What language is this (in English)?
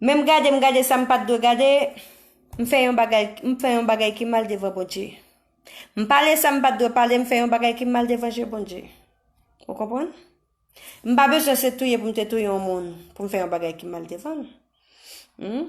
Haitian Creole